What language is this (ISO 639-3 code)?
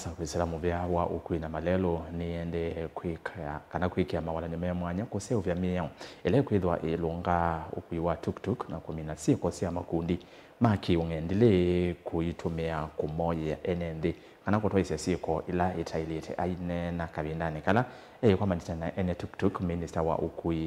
kam